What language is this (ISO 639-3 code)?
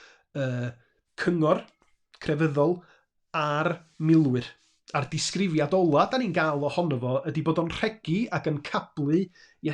cym